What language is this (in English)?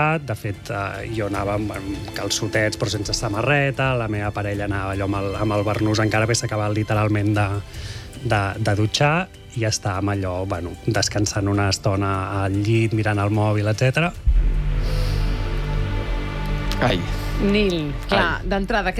Catalan